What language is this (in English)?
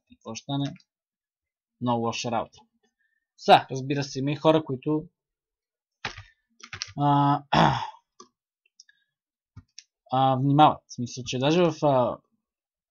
Bulgarian